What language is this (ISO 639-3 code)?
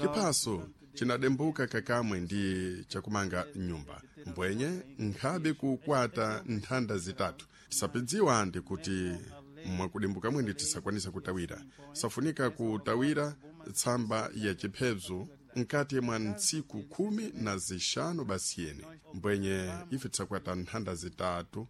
seh